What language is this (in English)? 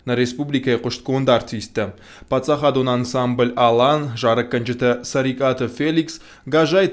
Ossetic